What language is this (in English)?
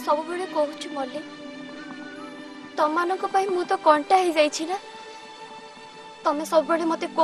Odia